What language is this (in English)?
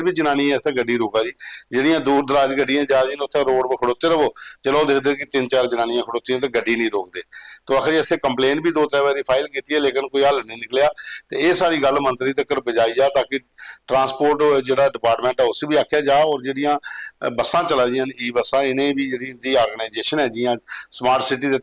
Dogri